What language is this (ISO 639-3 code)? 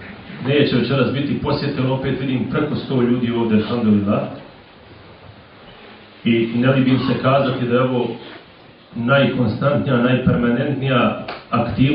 bos